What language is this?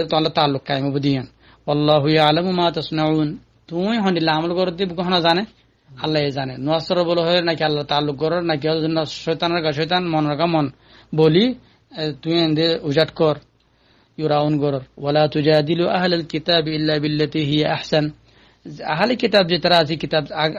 Rohingya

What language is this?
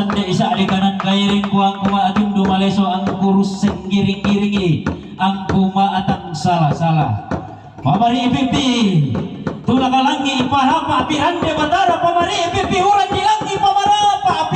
Toraja-Sa'dan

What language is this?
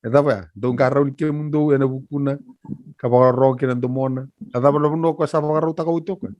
Fijian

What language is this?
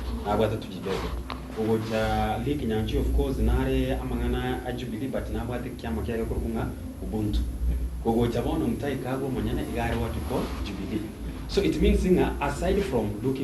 Gusii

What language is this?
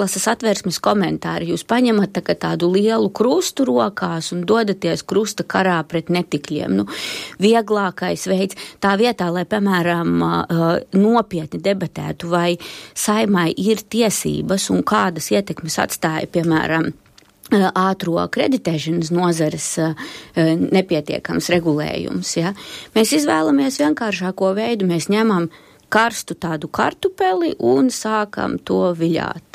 Latvian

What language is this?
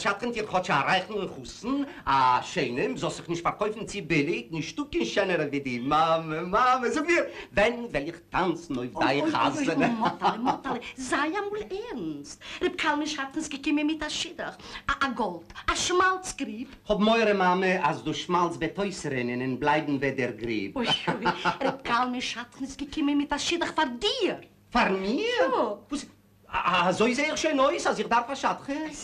Yiddish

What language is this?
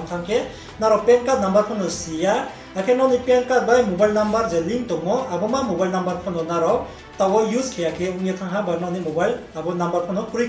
Riang (India)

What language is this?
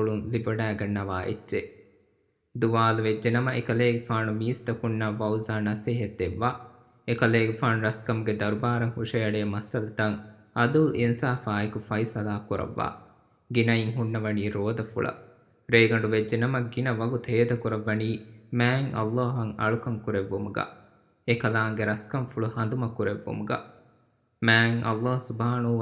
Divehi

